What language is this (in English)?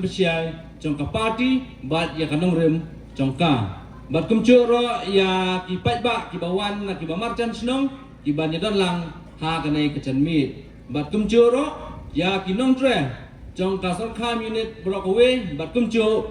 Khasi